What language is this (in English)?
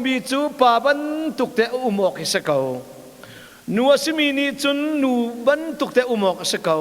Hakha Chin